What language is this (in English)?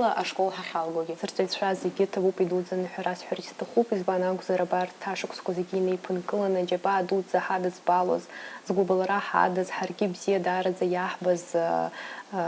Abkhazian